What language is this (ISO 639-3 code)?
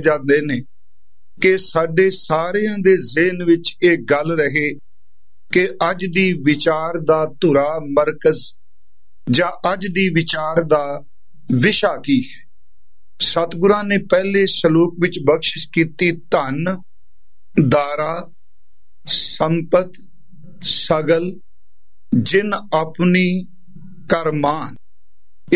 pan